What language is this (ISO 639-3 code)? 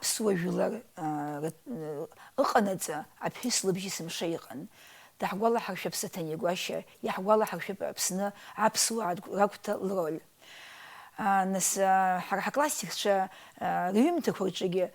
abk